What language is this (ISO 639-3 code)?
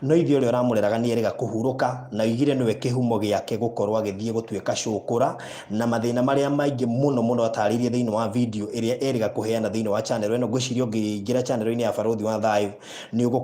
kik